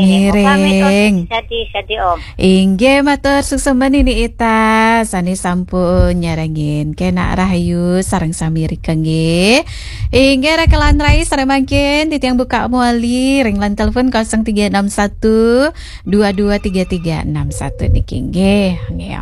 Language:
Balinese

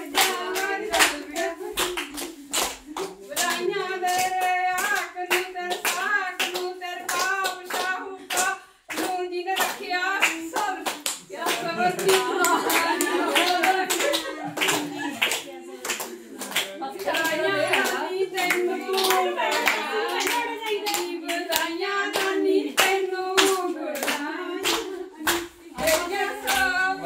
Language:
Punjabi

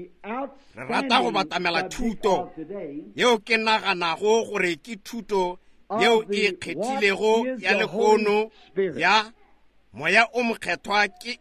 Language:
Northern Sotho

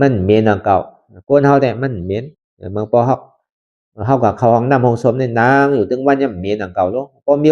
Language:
Shan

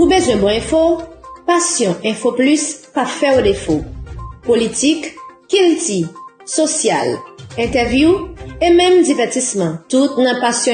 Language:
Haitian Creole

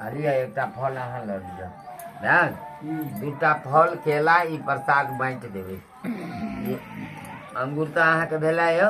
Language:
Maithili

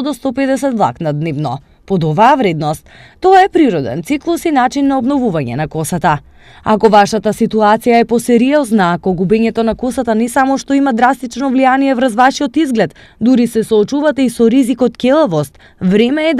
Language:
Macedonian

